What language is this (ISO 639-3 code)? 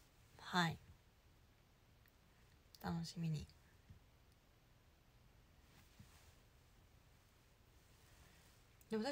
jpn